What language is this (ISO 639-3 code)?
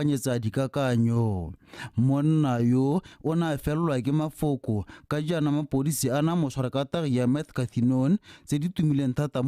tsn